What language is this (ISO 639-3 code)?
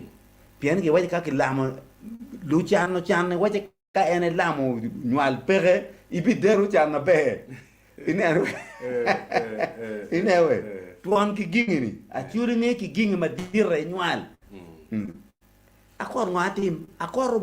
ach